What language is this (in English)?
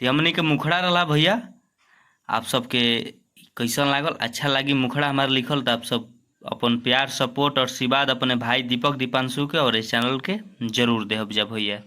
Bhojpuri